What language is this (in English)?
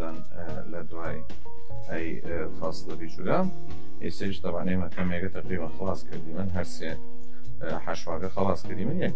Southern Kurdish